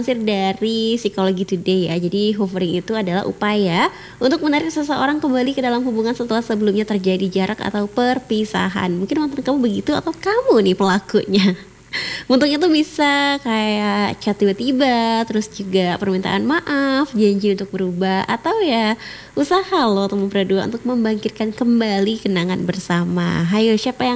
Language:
Indonesian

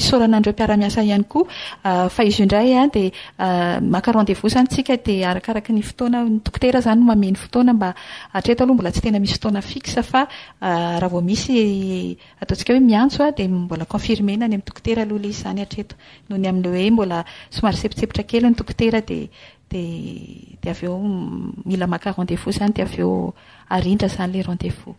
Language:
Malagasy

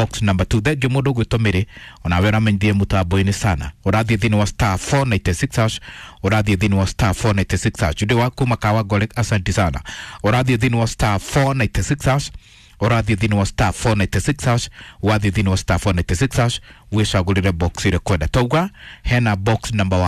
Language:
Kikuyu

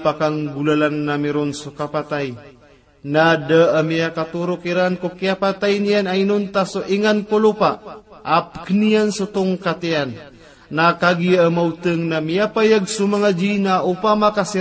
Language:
Maranao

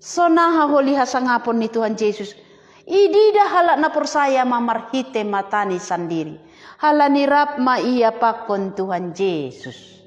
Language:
Batak Simalungun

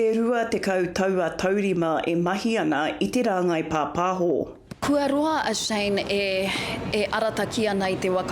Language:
Māori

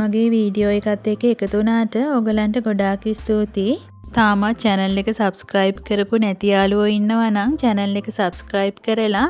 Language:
Sinhala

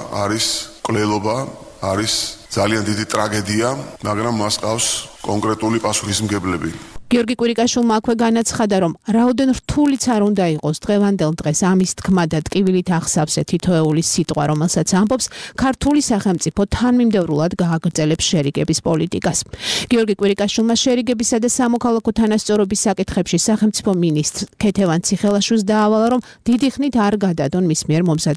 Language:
Georgian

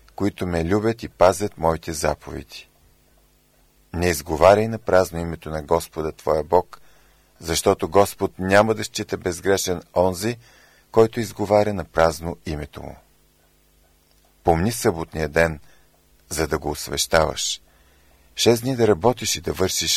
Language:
Bulgarian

